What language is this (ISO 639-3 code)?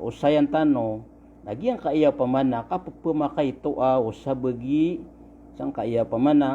mrw